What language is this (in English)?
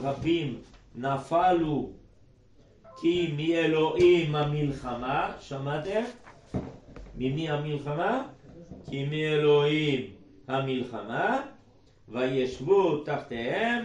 Hebrew